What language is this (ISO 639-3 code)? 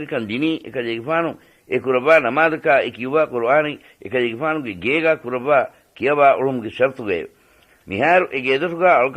div